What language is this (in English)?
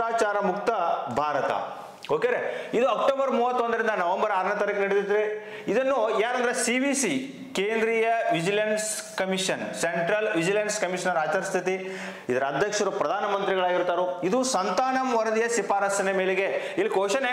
Kannada